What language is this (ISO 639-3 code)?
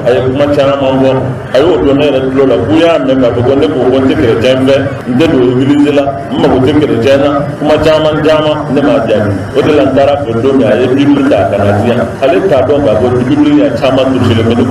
bam